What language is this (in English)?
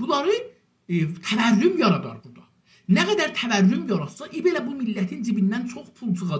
South Azerbaijani